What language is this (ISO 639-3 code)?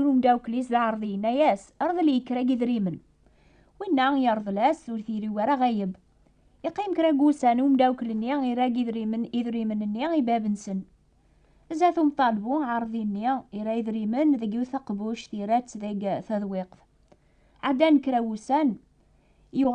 kab